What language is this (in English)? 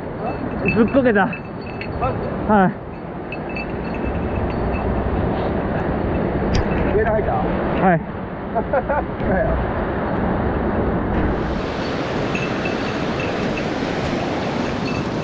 Japanese